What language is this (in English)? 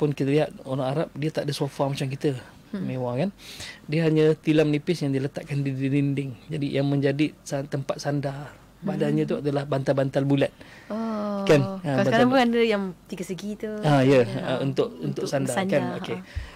Malay